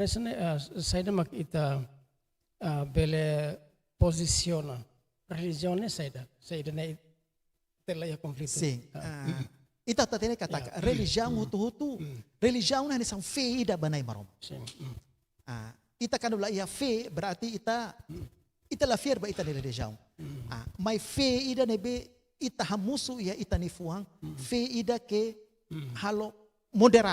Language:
Tetum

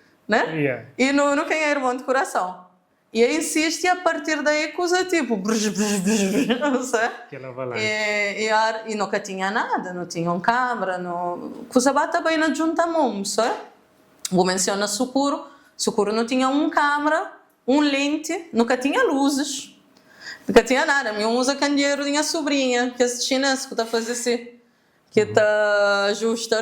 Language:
Kabuverdianu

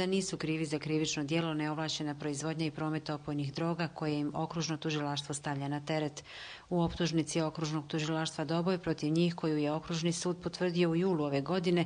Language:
Croatian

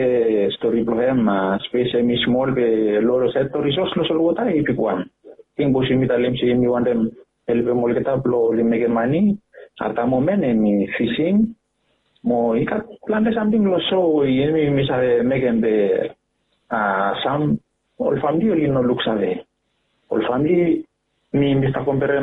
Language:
Bislama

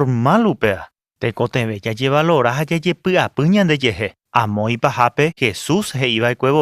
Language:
Guarani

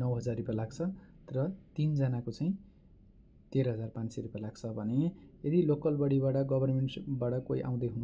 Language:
Nepali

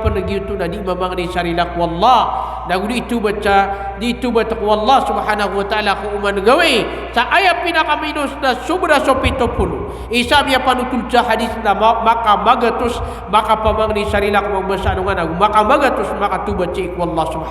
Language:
Maranao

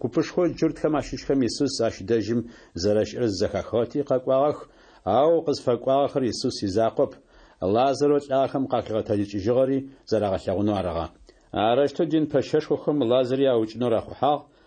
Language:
Adyghe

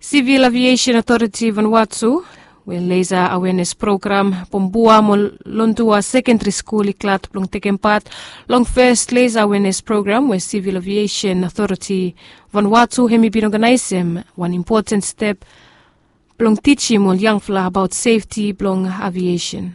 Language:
Bislama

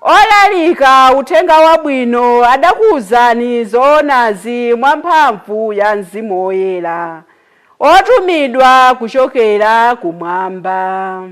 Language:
Nyanja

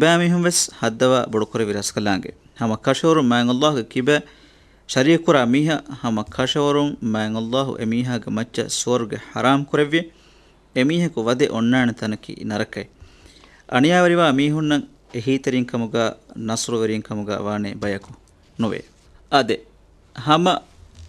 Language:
Divehi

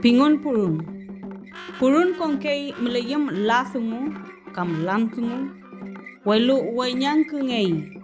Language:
Mapuche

